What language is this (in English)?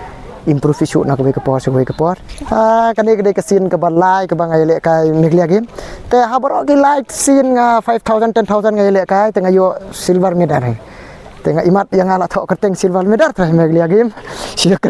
Pnar